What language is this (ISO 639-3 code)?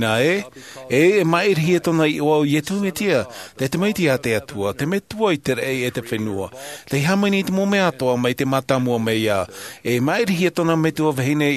tah